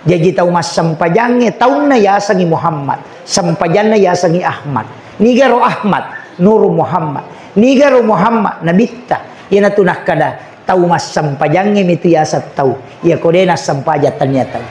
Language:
Buginese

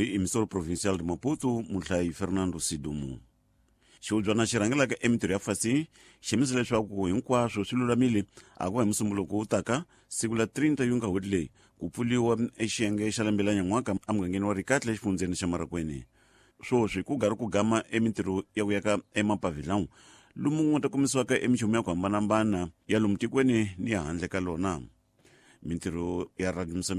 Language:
Tsonga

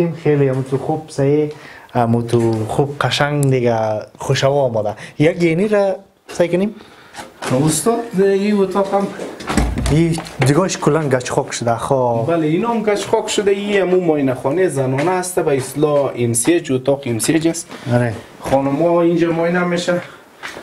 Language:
Persian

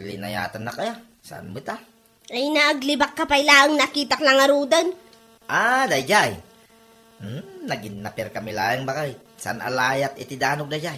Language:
Iloko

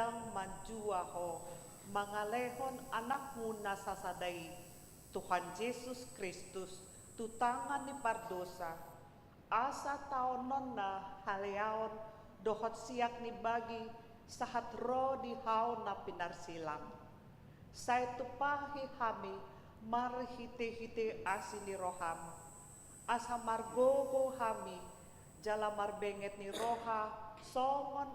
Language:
Batak Toba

